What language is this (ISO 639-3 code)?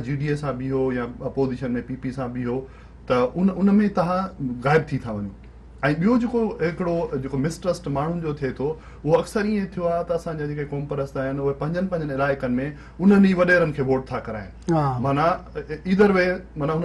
snd